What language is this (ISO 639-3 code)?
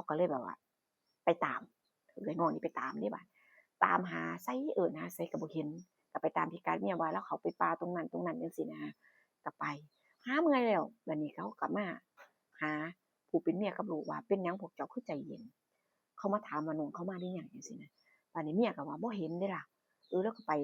tts